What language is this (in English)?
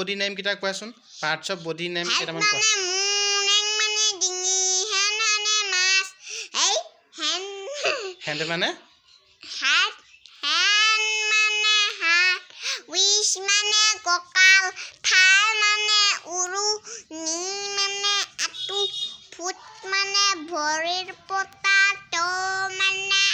Assamese